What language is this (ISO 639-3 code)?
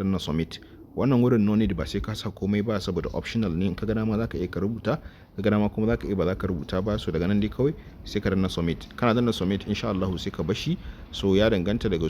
hau